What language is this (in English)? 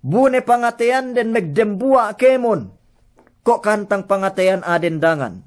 Yakan